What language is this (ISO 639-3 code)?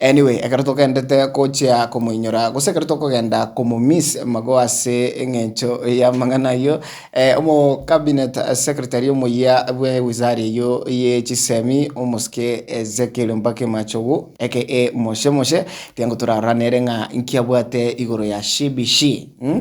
guz